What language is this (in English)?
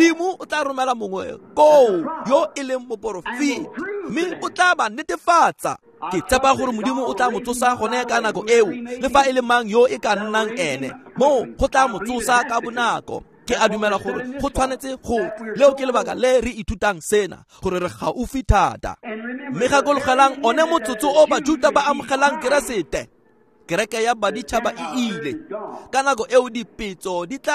Tswana